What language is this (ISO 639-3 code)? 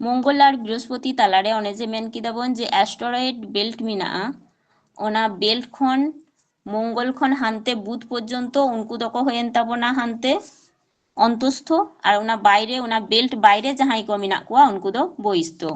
sat